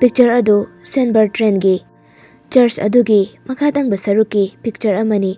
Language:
Manipuri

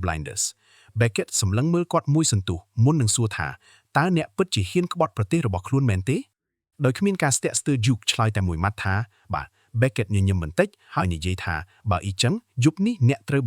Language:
Khmer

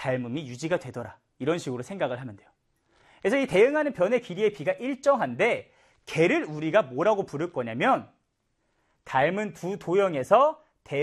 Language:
Korean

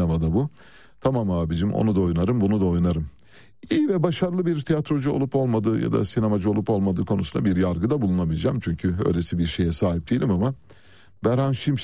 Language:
Turkish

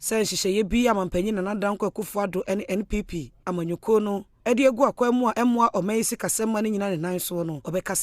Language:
Akan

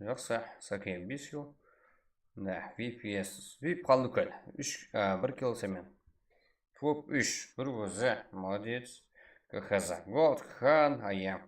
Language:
Kara-Kalpak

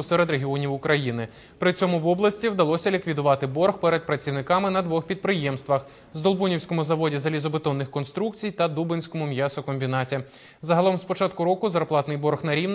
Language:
Ukrainian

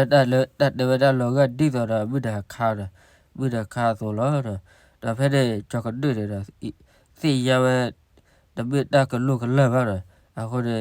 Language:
S'gaw Karen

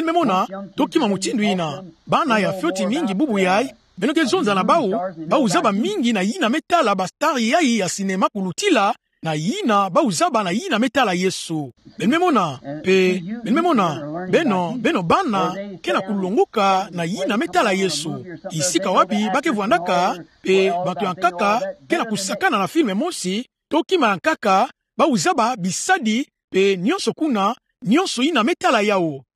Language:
Kituba (Democratic Republic of Congo)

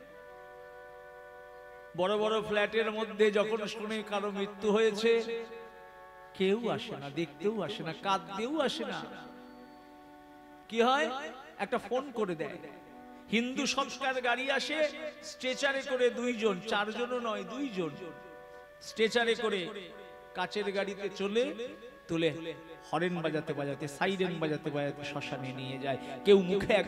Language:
Bangla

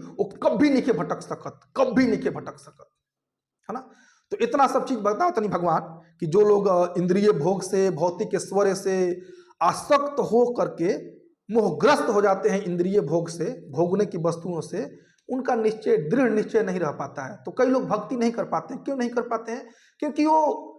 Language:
Bhojpuri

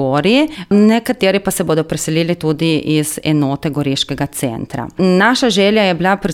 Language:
Slovenian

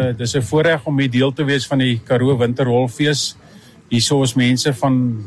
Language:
Afrikaans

